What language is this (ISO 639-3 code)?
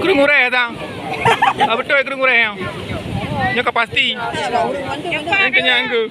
ace